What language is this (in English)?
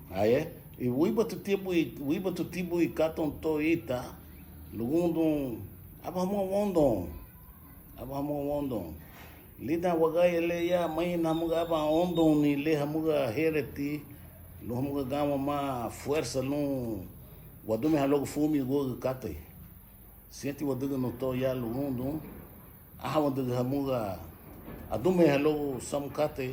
Garifuna